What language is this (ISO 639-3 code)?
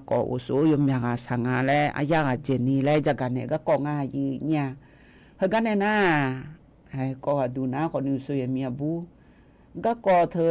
ahk